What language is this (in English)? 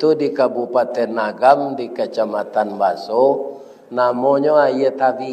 Minangkabau